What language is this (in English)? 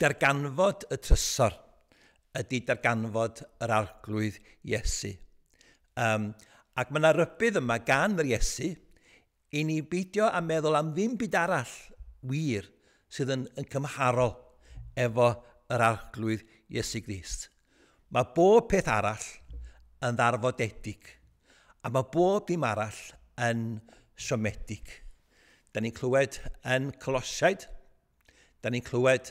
Welsh